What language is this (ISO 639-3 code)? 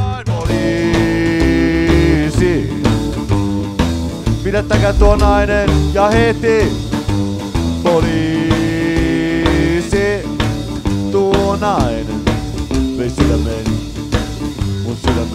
fin